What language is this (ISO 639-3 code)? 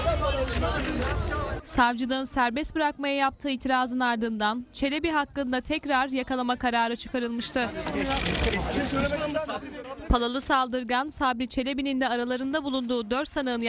tur